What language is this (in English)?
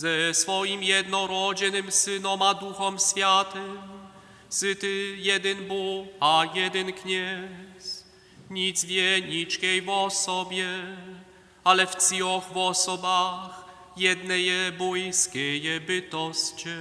Upper Sorbian